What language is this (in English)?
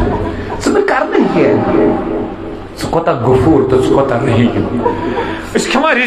Kashmiri